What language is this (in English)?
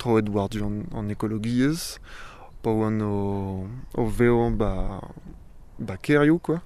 Breton